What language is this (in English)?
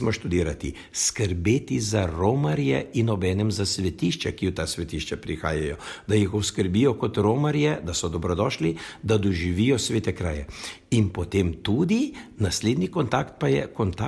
Slovenian